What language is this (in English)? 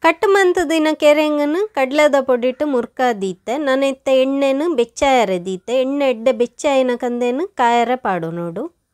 Tulu